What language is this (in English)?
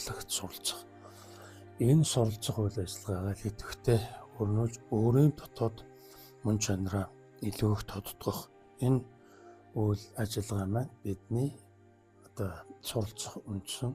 Mongolian